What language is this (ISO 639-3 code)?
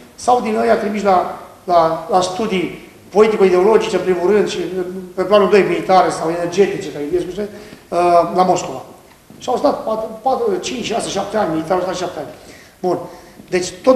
ron